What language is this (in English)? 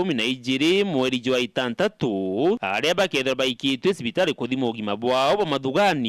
Meru